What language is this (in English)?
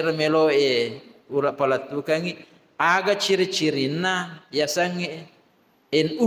Buginese